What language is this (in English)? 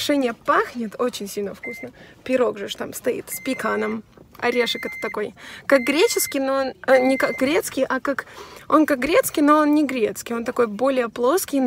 Russian